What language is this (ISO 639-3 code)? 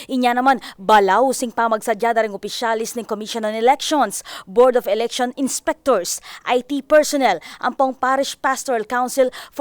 pam